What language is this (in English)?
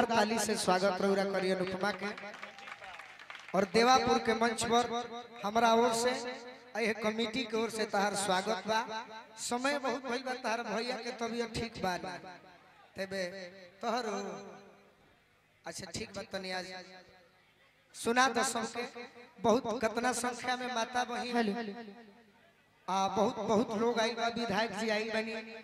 Bhojpuri